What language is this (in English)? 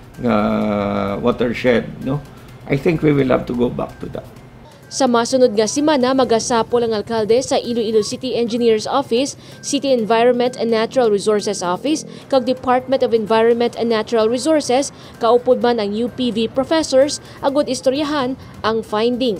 Hiligaynon